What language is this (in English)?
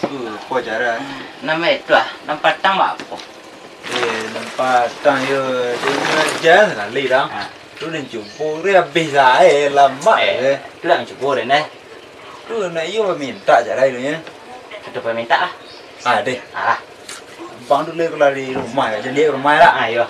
Minangkabau